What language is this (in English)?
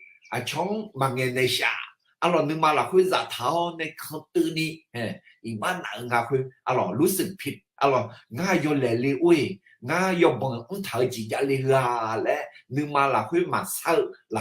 Akha